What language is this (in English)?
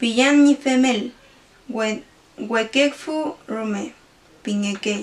Mapuche